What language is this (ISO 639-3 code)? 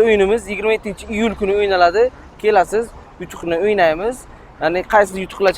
uzb